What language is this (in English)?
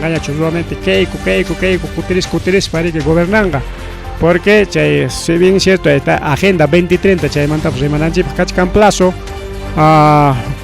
Ayacucho Quechua